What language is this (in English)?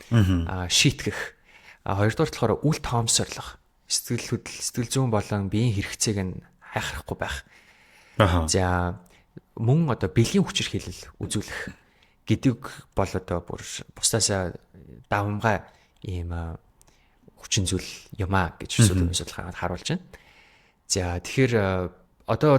Mongolian